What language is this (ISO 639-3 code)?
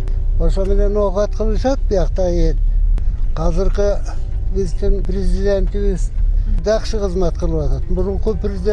kir